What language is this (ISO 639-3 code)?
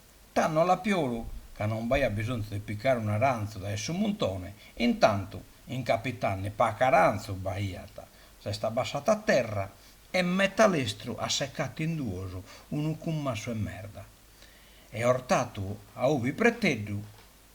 srd